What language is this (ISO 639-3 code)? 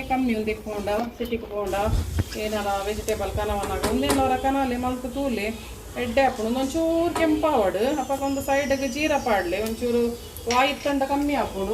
tcy